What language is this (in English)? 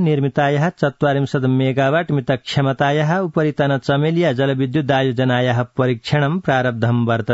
Sanskrit